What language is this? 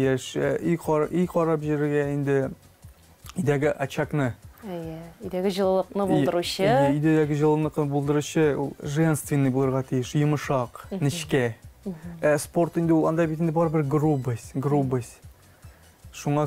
Tatar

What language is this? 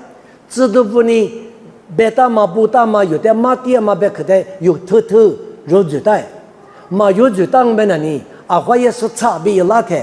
Lisu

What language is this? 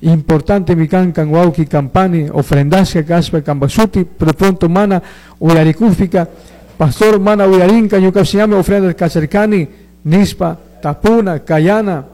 Chimborazo Highland Quichua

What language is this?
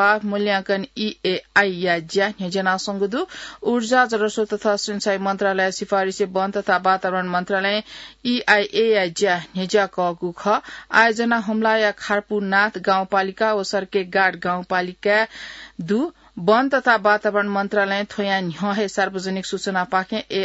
Newari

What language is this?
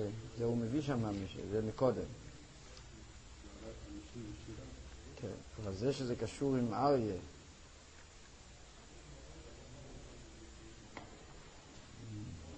Hebrew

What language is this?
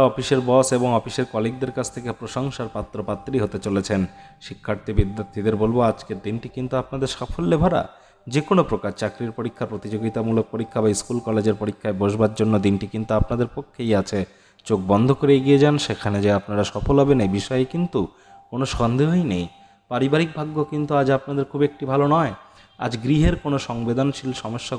Bangla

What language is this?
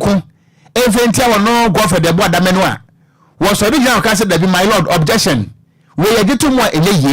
Akan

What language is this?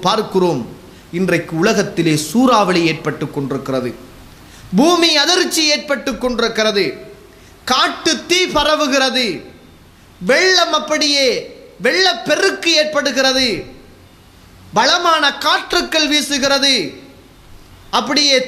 Tamil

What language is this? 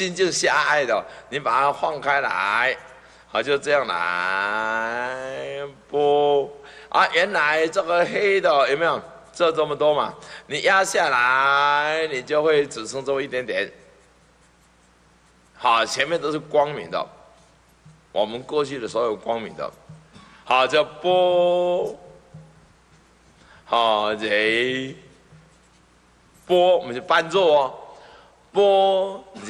Chinese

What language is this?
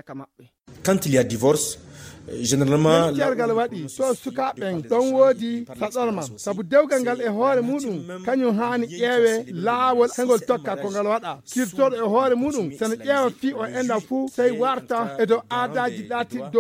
Fula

